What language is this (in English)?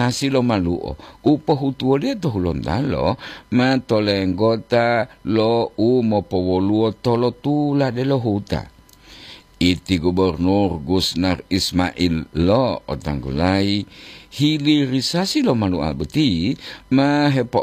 Gorontalo